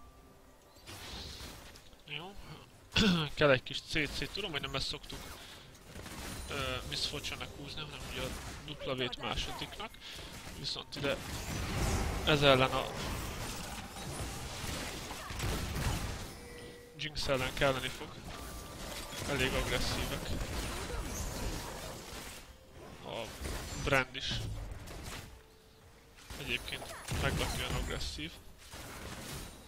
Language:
Hungarian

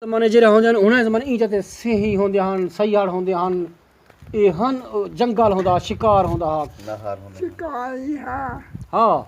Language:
Saraiki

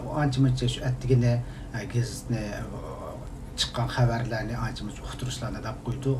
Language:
Uyghur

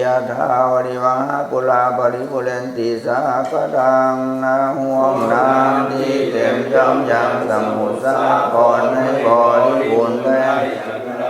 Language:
Pali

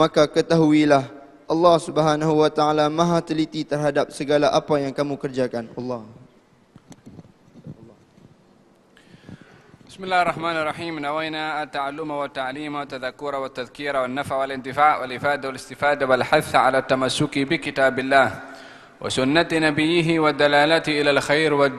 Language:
Indonesian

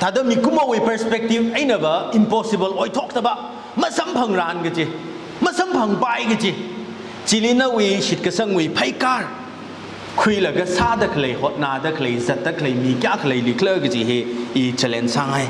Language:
Tangkhul Naga (India)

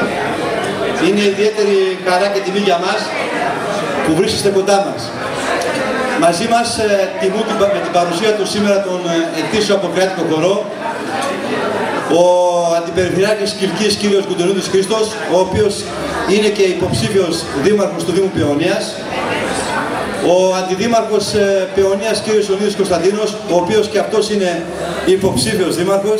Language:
Greek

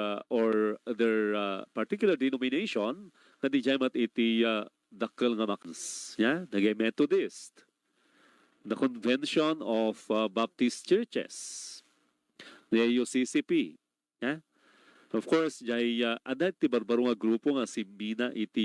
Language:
Iloko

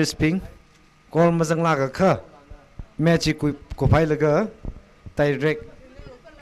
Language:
Tangkhul Naga (India)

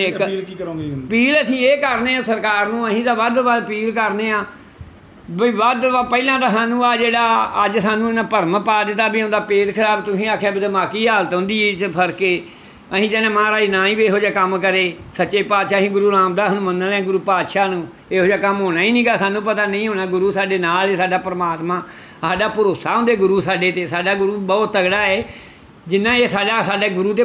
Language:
Punjabi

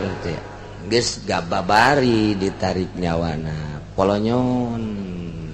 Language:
Sundanese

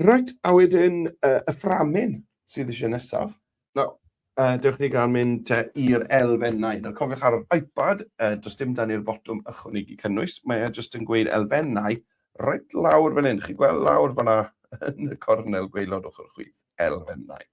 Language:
Welsh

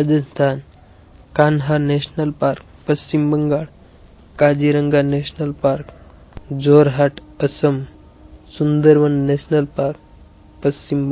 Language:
Gujarati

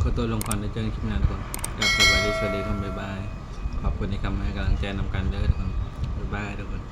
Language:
Northeastern Thai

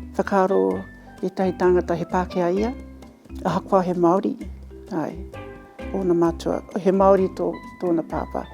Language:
Māori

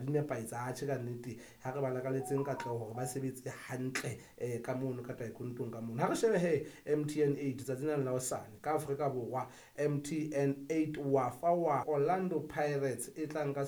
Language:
Southern Sotho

